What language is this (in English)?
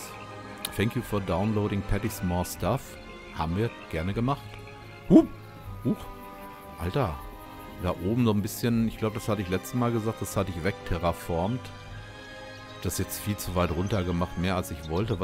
German